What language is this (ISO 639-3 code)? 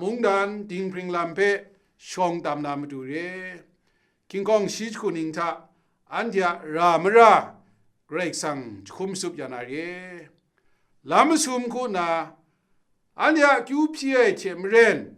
kac